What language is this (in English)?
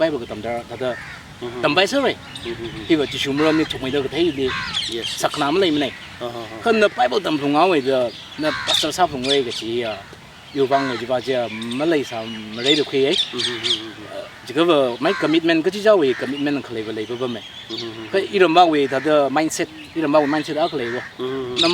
Tangkhul Naga (India)